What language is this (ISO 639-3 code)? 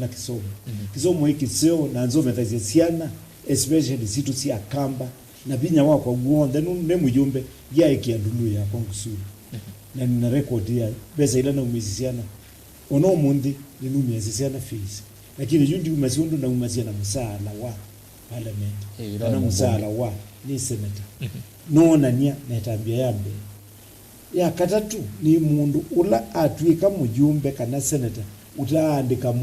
kam